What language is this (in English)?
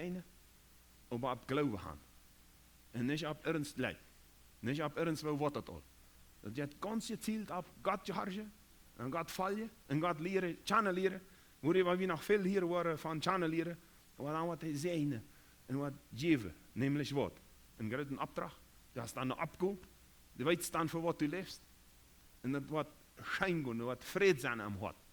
Plautdietsch